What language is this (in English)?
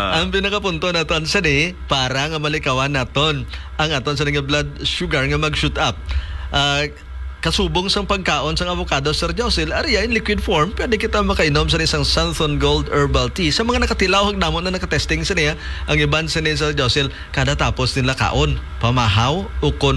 Hiligaynon